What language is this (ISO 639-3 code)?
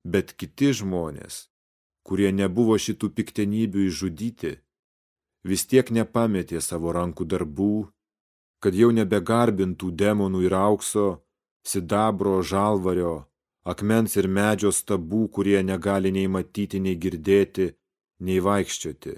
lit